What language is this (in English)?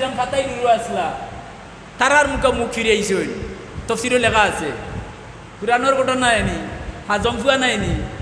Sylheti